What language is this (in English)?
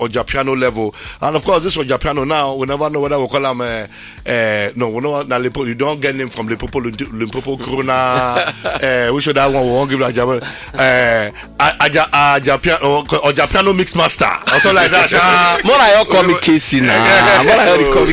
Nigerian Pidgin